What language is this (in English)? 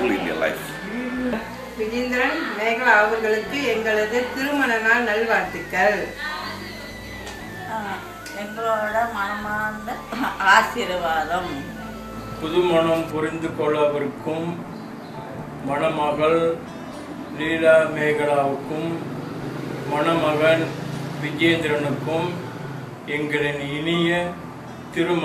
Tamil